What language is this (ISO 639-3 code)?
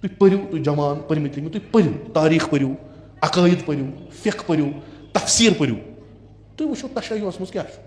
kas